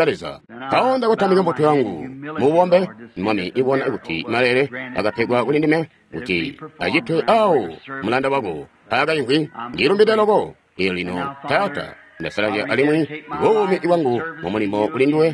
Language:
Tonga (Zambia)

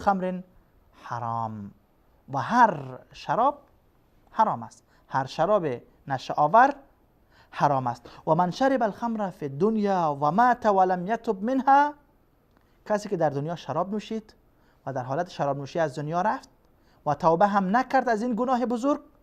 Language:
Persian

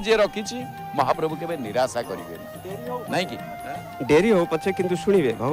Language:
Odia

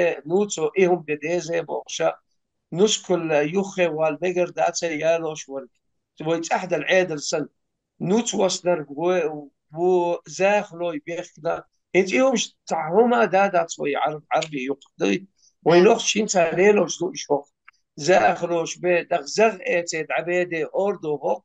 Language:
Chechen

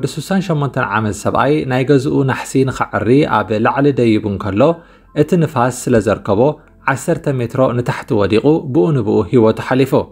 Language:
Tigrinya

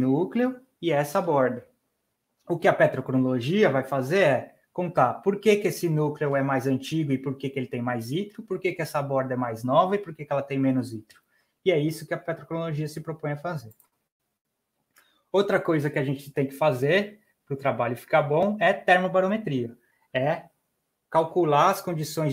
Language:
Portuguese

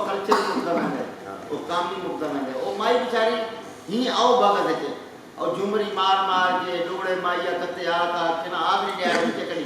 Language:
Saraiki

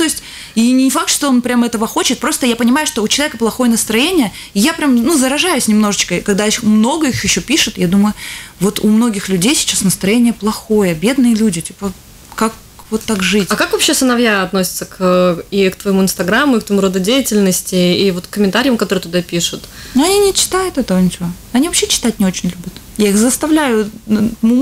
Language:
Russian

